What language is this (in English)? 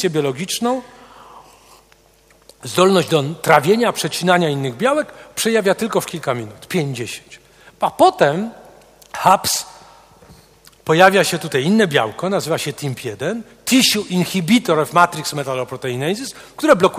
Polish